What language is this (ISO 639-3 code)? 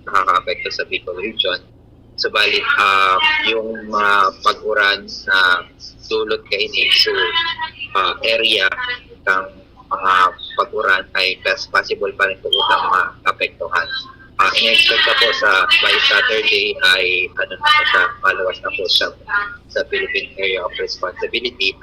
bik